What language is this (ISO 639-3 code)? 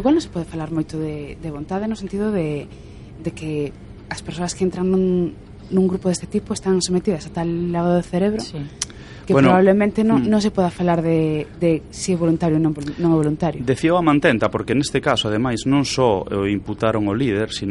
glg